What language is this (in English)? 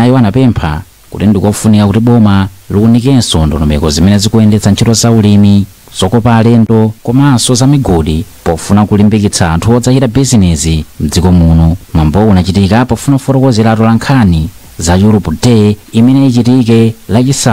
Nyanja